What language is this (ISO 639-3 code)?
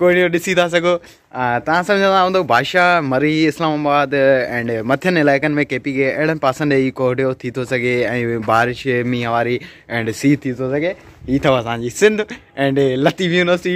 snd